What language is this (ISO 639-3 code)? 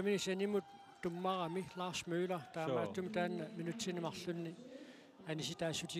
kal